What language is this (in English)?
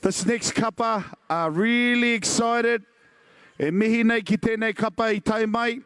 Māori